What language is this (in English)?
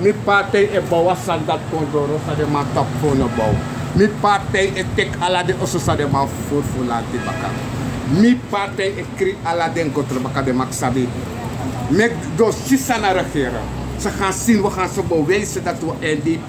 Sranan Tongo